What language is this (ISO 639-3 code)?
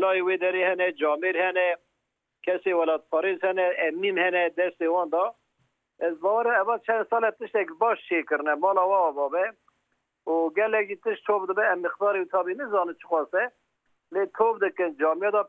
kur